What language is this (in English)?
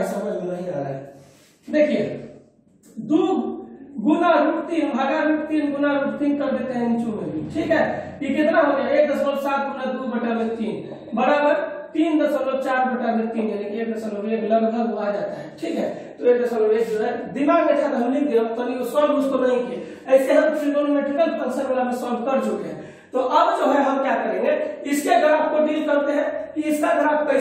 Hindi